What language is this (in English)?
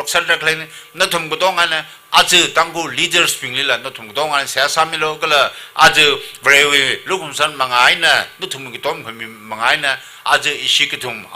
Tangkhul Naga (India)